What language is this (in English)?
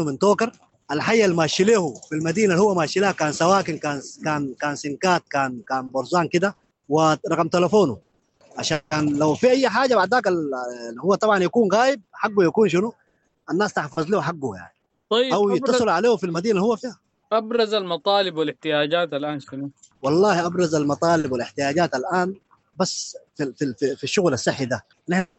Sudanese Arabic